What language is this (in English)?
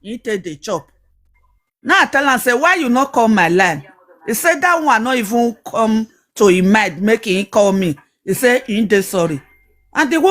Nigerian Pidgin